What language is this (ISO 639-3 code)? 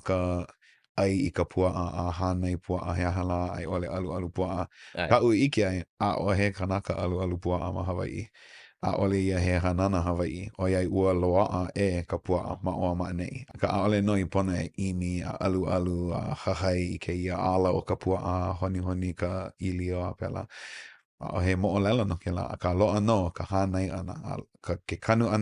haw